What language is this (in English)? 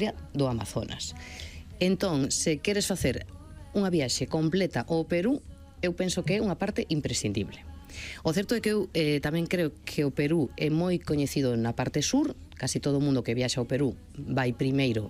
Galician